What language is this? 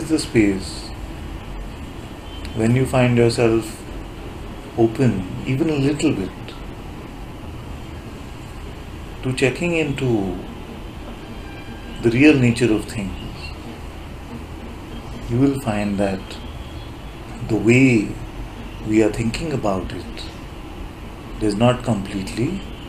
English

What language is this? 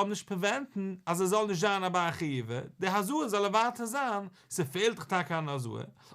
Yiddish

